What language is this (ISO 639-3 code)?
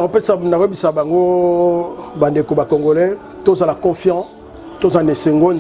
lin